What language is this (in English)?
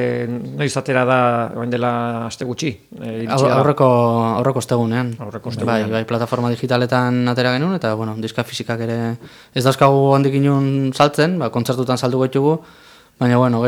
Basque